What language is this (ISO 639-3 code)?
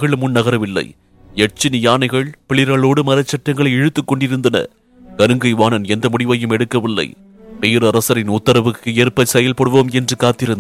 tam